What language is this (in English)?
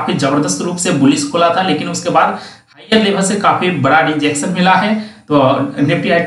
Hindi